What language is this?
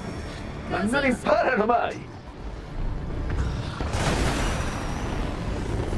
Italian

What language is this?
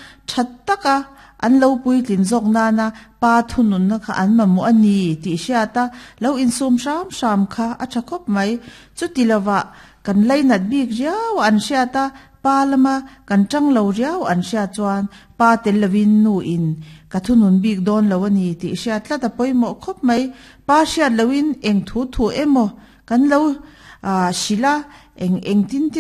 Mizo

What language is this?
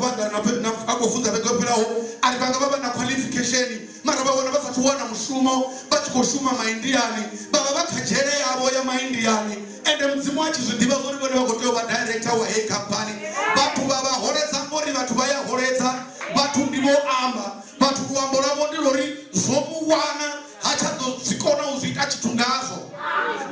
Venda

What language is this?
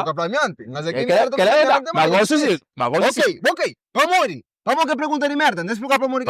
Kabuverdianu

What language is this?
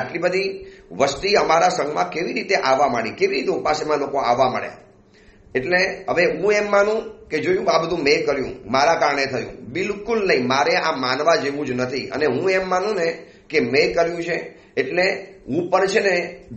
Gujarati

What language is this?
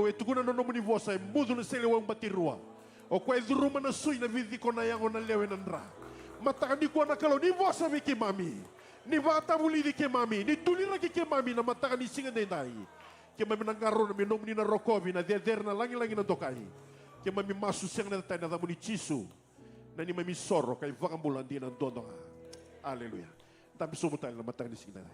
Fijian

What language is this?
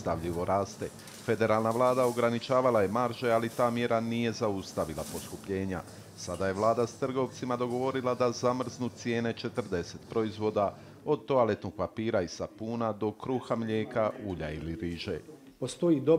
Bosnian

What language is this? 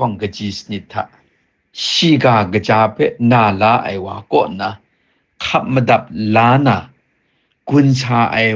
Kachin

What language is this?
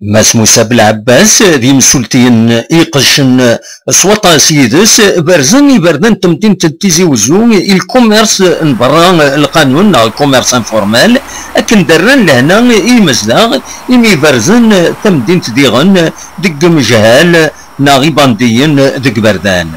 Kabyle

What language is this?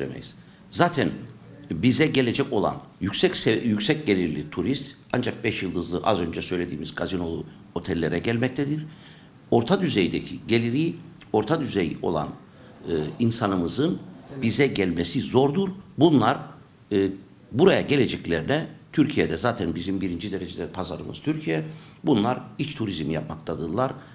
Turkish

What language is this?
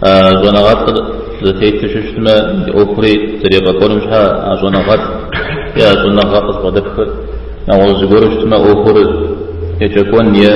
Kabardian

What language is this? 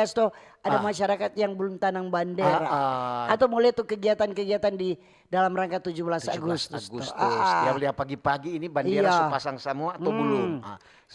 Manado Malay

